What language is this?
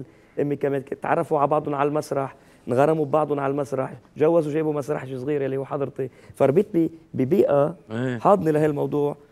North Levantine Arabic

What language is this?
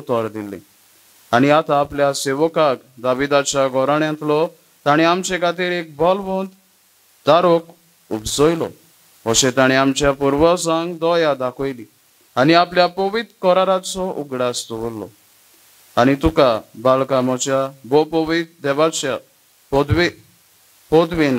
Konkani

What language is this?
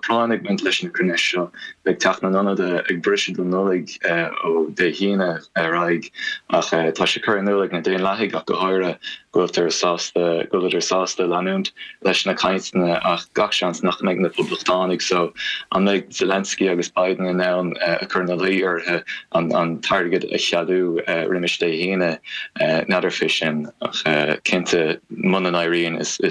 Irish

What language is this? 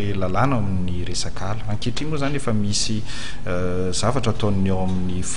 Malagasy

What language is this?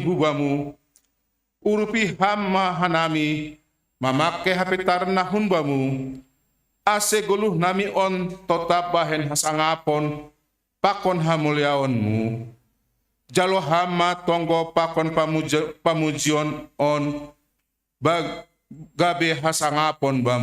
Batak Simalungun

